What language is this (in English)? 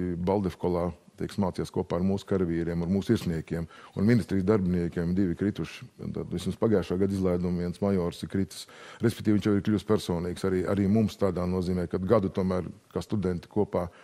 Latvian